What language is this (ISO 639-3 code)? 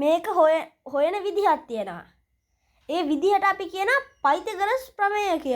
sin